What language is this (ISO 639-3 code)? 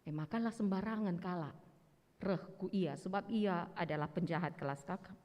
btx